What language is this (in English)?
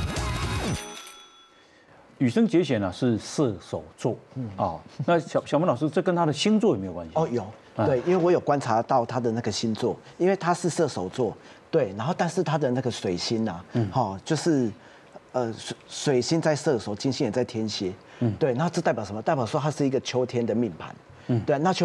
Chinese